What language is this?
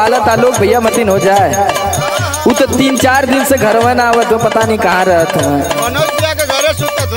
Bhojpuri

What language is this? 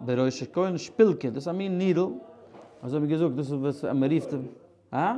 Yiddish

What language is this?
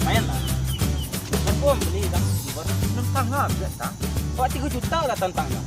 Minangkabau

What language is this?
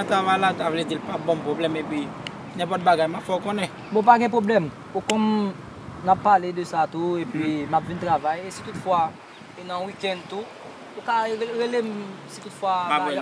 Haitian Creole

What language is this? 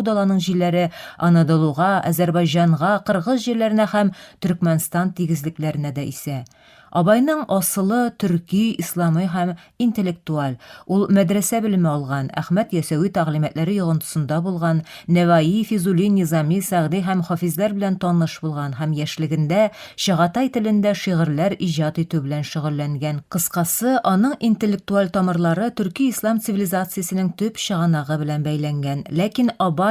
Tatar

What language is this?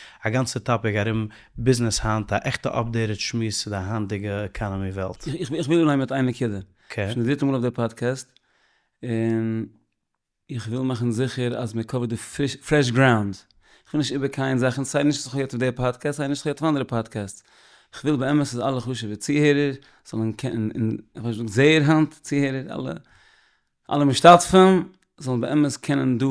Yiddish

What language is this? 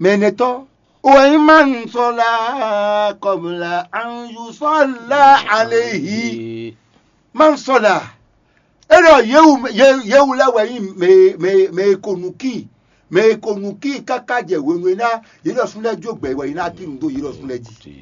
Fon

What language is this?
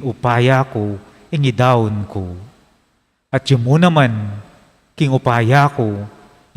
Pampanga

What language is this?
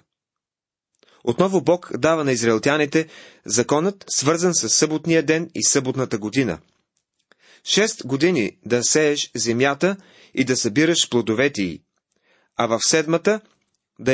Bulgarian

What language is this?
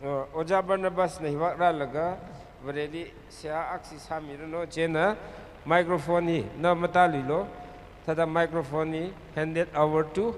Tangkhul Naga (India)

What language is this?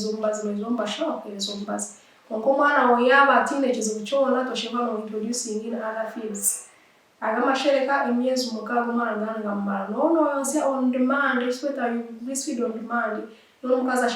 Nyankole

